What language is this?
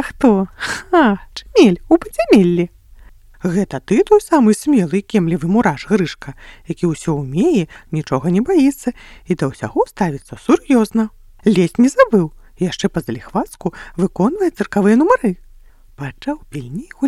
Belarusian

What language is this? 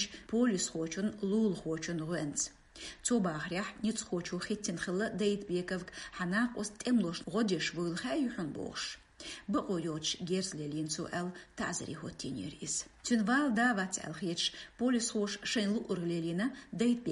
Chechen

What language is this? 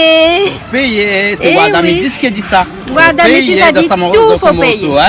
Réunion Creole French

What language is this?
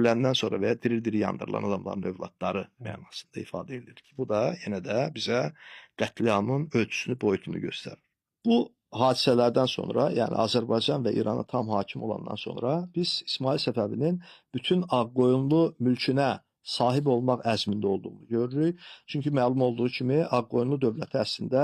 Azerbaijani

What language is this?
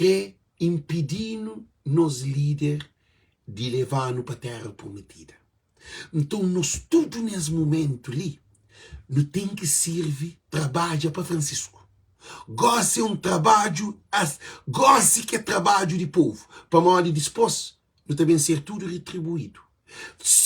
Kabuverdianu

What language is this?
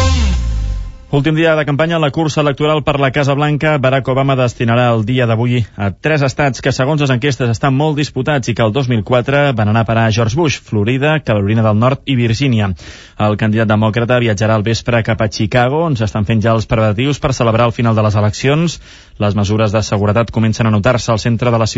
Catalan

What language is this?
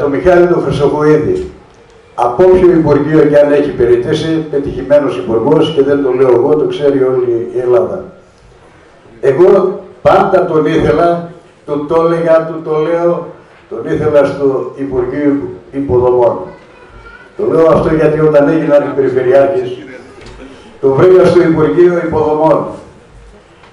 Greek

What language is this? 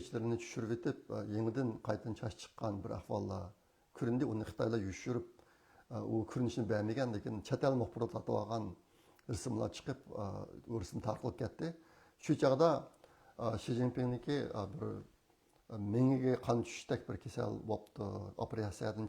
Uyghur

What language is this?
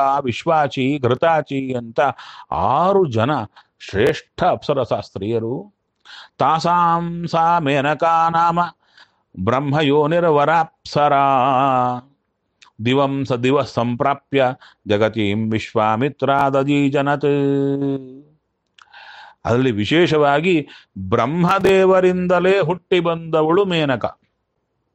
Kannada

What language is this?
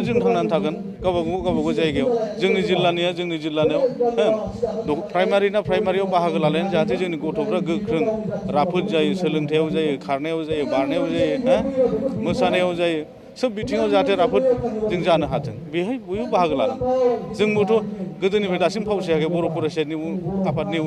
Bodo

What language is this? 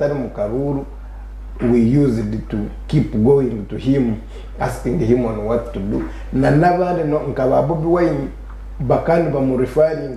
Nyankole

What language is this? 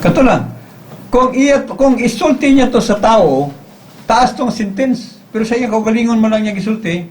Cebuano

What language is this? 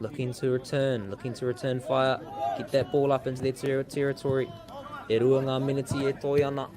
Māori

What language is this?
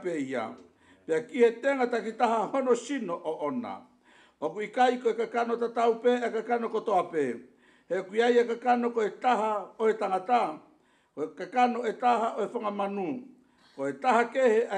Tongan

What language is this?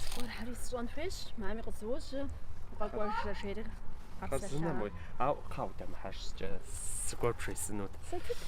Kabardian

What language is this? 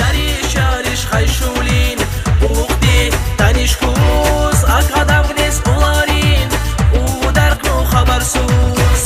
Tabassaran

